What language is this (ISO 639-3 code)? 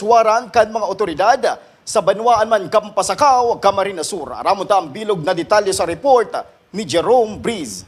bik